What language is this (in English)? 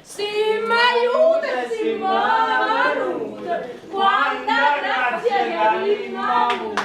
Neapolitan